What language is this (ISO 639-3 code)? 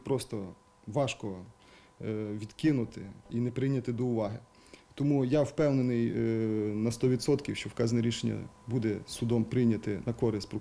ukr